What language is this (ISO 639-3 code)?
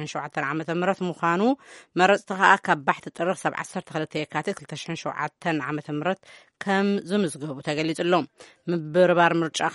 tir